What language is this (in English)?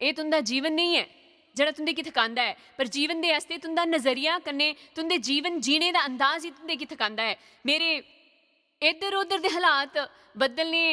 Dogri